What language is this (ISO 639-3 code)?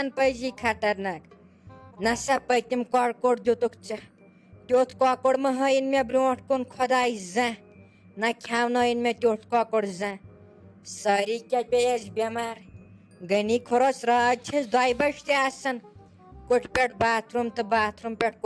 kas